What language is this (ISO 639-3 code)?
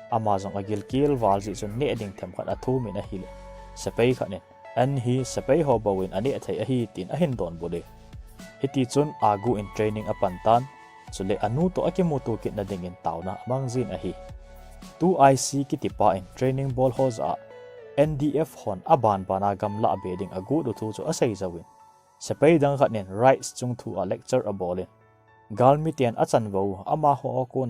tcz